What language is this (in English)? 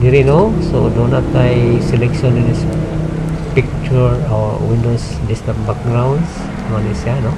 Cebuano